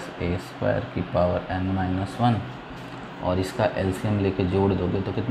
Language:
Hindi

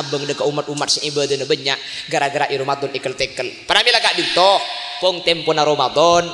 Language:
Madurese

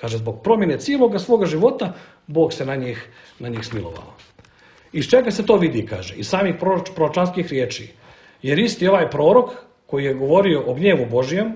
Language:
Serbian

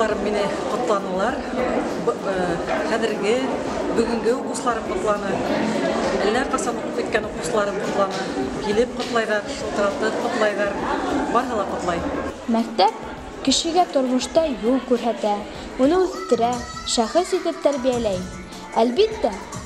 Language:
Bashkir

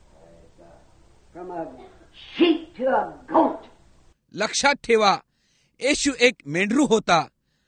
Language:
Marathi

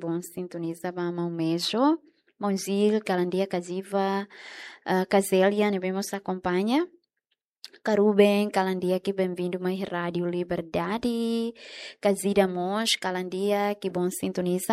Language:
Tetum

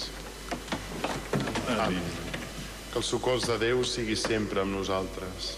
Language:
Catalan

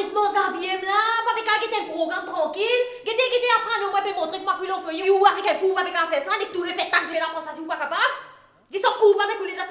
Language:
Morisyen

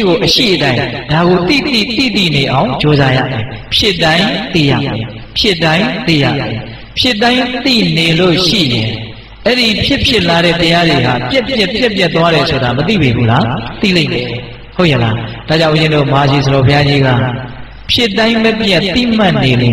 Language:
Burmese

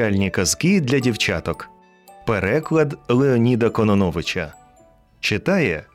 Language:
Ukrainian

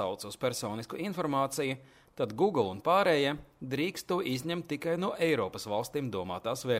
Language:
Latvian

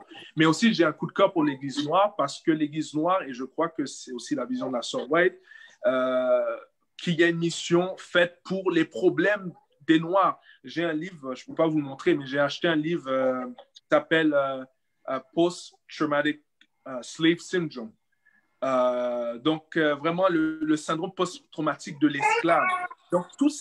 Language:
French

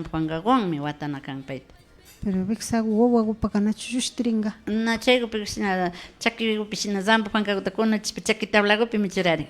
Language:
Imbabura Highland Quichua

